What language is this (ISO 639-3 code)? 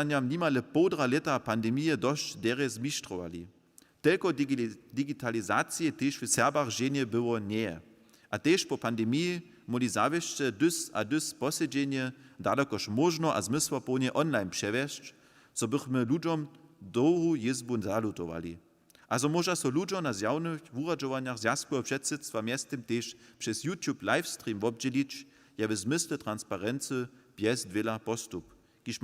hsb